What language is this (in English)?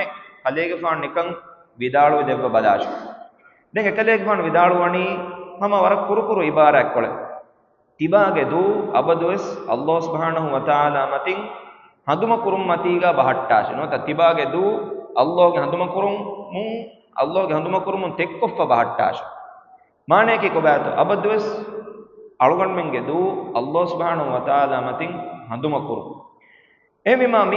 Divehi